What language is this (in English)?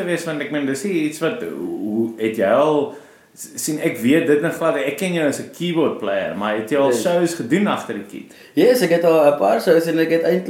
Afrikaans